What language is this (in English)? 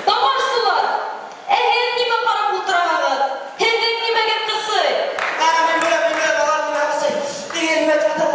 Bashkir